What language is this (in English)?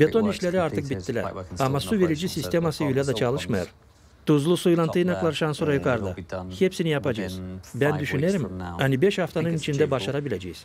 Gagauz